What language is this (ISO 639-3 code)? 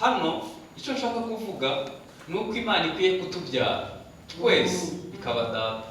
kin